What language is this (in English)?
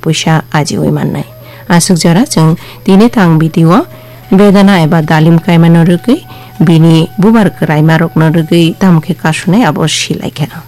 Kok Borok